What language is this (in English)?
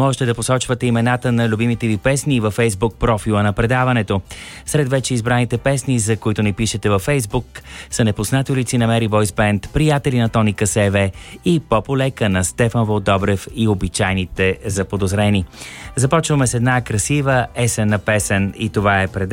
Bulgarian